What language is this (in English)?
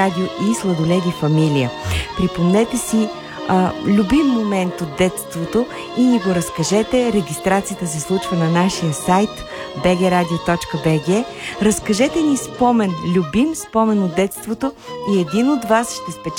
Bulgarian